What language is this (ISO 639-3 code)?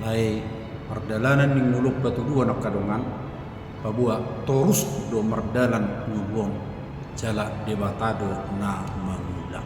bbc